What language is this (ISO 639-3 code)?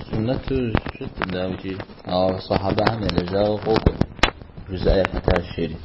kbd